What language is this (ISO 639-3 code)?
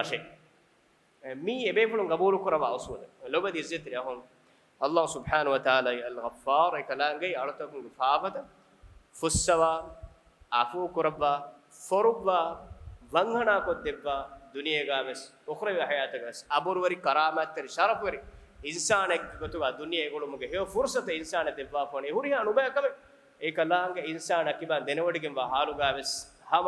div